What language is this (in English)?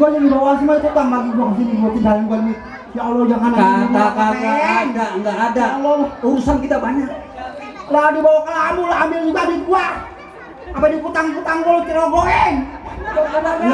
Betawi